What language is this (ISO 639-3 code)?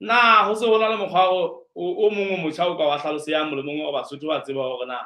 sot